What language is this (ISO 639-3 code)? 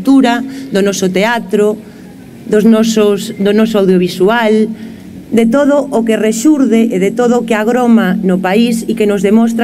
glg